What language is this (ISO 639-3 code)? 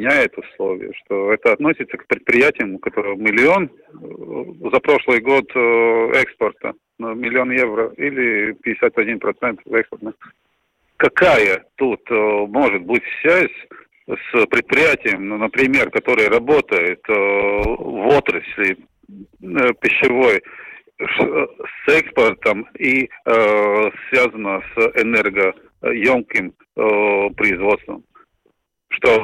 rus